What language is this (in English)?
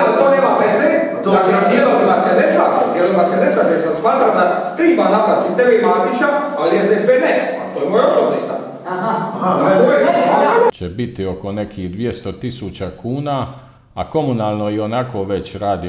Croatian